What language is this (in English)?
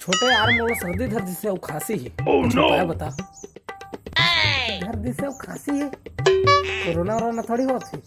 Chhattisgarhi